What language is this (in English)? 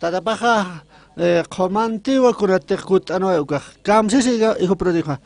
Aymara